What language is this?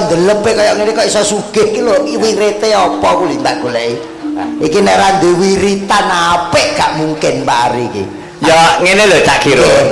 Javanese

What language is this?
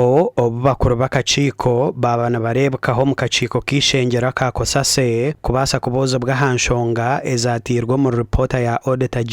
Nyankole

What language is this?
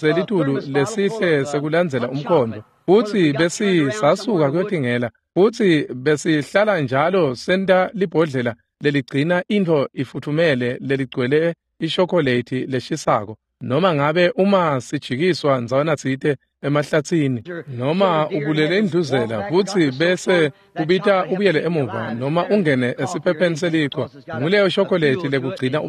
Swati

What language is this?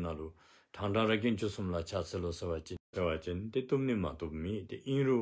Dzongkha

